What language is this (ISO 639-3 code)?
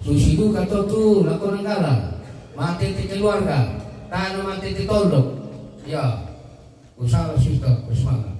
sda